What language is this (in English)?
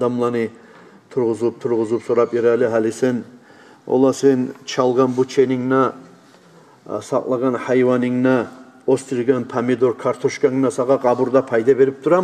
Kumyk